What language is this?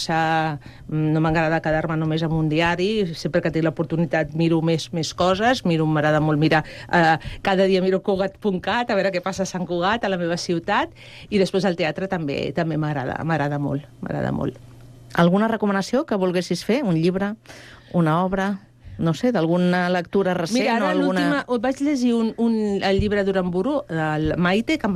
Catalan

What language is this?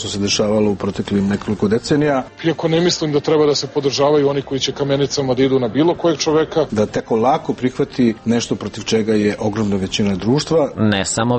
Serbian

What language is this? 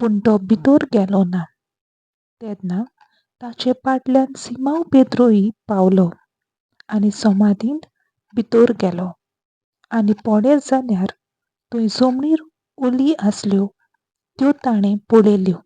Konkani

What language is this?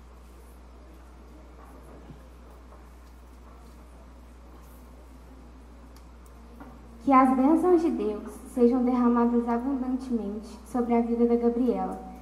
Portuguese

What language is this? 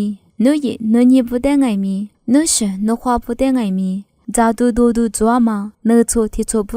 Lisu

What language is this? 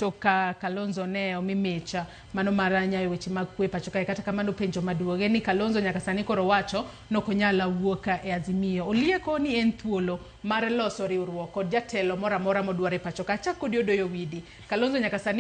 Luo (Kenya and Tanzania)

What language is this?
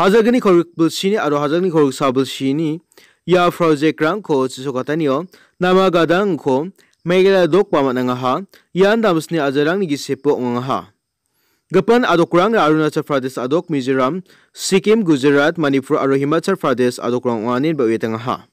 Garo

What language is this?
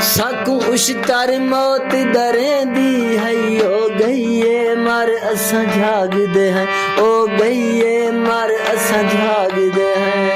Saraiki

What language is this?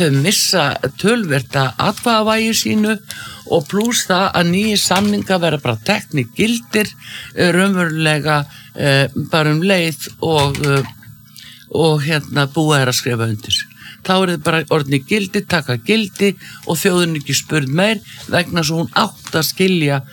Icelandic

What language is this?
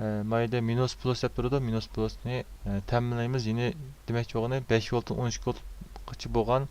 Uyghur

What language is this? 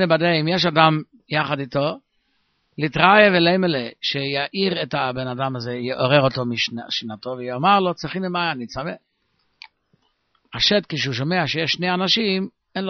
Hebrew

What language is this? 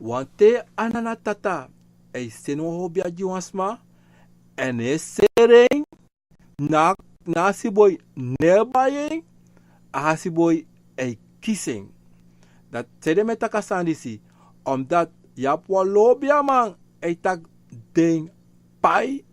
Sranan Tongo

